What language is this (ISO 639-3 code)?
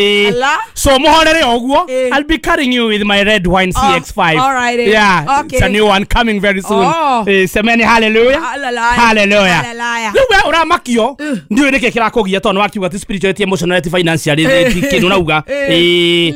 kik